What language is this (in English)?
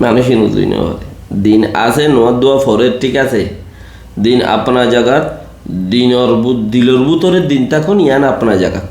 Rohingya